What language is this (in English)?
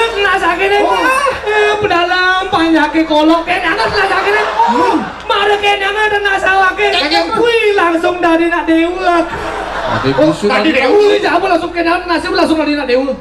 Balinese